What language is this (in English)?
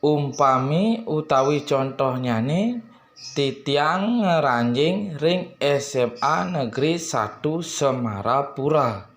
Balinese